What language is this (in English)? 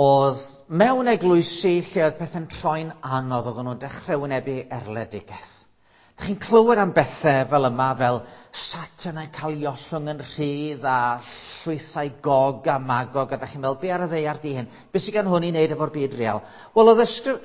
Welsh